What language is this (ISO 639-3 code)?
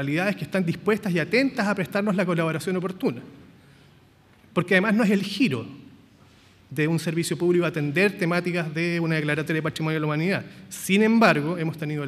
spa